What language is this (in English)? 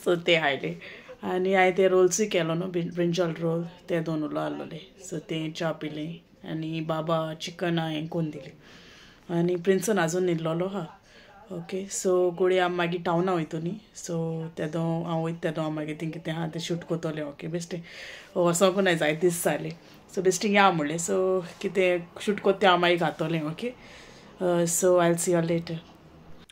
Konkani